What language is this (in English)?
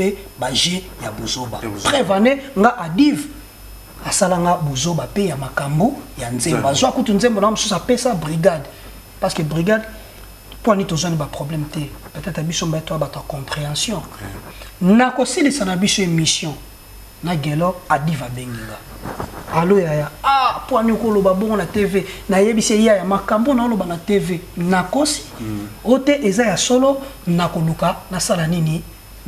Lingala